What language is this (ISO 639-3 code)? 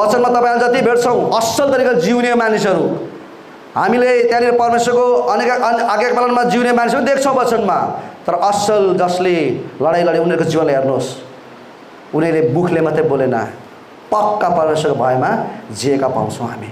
nep